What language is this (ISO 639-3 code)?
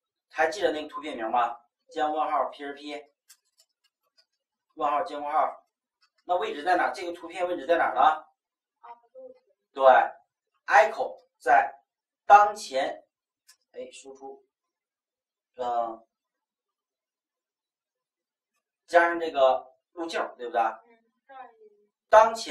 zho